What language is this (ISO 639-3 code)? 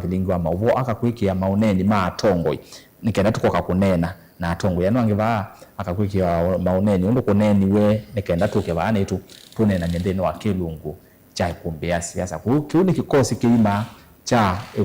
kam